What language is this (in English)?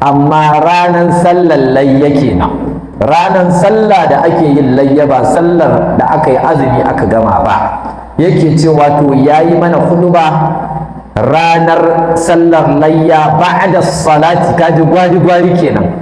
Hausa